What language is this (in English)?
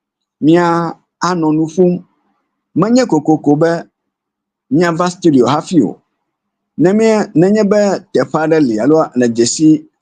Ewe